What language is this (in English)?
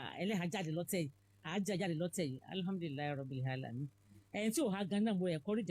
Yoruba